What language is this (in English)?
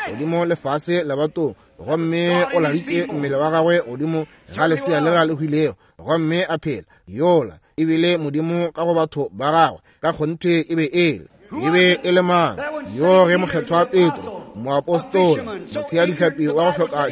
Northern Sotho